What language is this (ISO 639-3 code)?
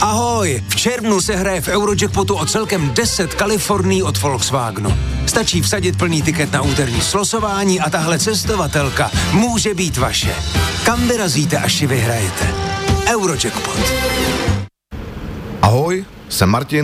ces